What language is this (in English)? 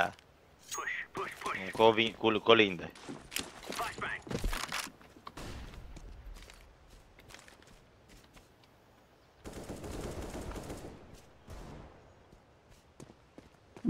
Romanian